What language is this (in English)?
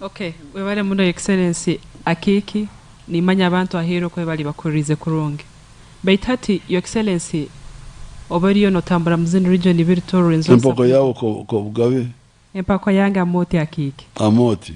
Nyankole